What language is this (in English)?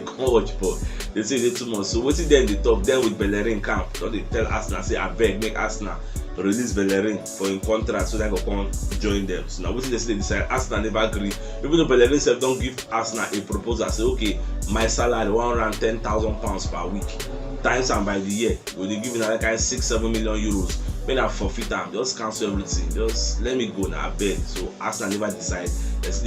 Nigerian Pidgin